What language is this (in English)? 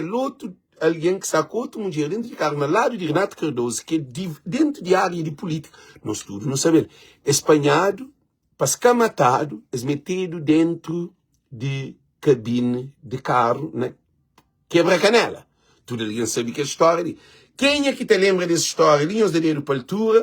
Kabuverdianu